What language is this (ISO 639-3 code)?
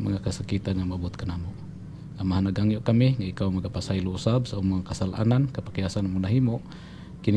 ceb